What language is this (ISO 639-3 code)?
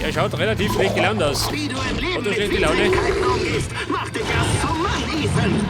bar